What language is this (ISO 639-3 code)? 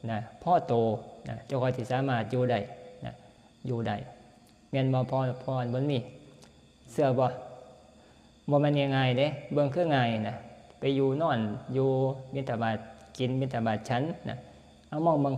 tts